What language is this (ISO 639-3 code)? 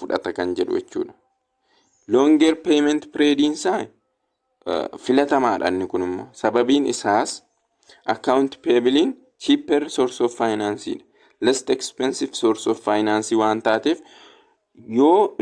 orm